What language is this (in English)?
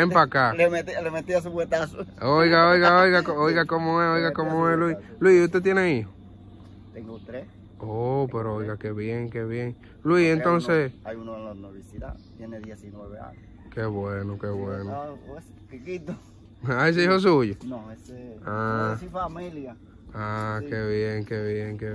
Spanish